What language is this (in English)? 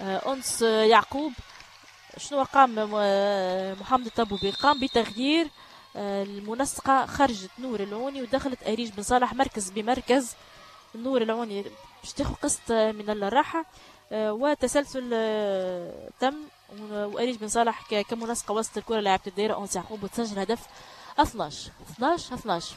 Tunisian Arabic